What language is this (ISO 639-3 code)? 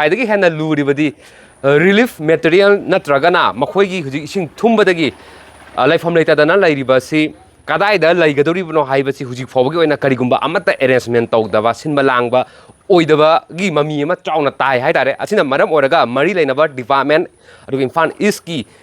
mni